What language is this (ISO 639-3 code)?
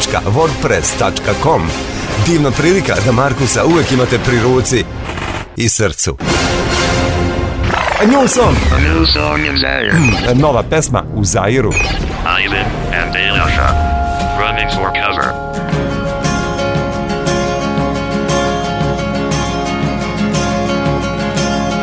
srp